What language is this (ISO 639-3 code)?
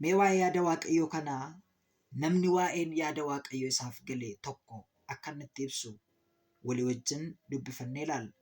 orm